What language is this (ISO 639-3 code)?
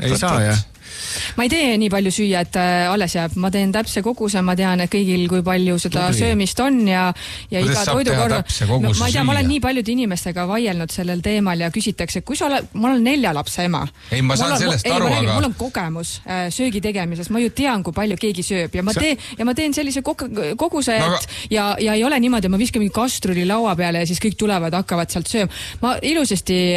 est